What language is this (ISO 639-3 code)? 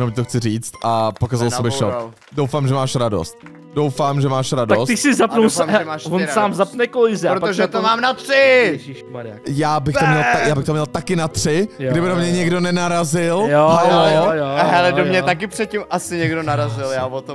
ces